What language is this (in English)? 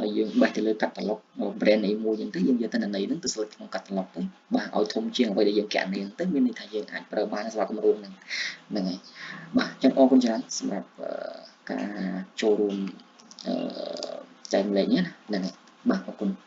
Khmer